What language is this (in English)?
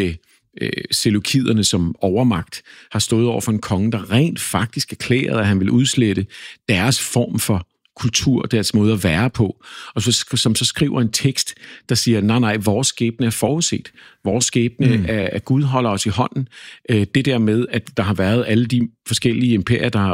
Danish